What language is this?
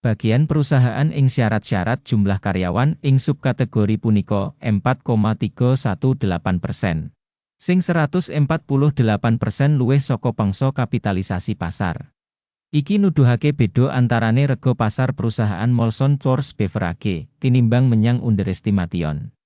Javanese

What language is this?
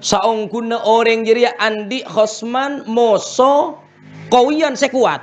Madurese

